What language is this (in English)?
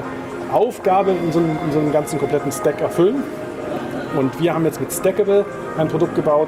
German